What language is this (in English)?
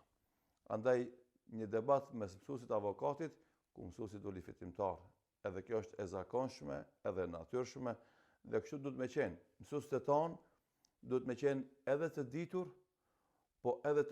Albanian